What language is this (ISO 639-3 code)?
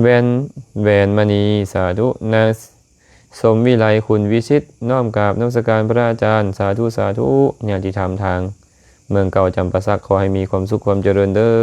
lao